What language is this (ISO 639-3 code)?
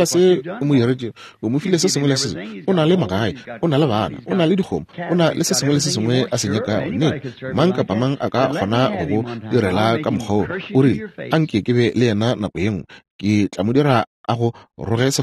nso